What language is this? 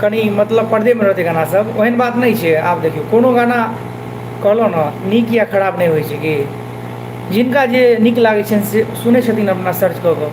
Maithili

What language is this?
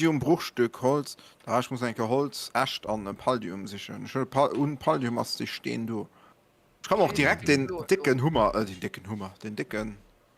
Luxembourgish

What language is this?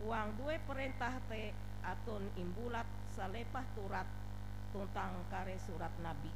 Ngaju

